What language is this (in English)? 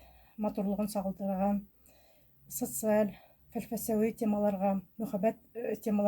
Bashkir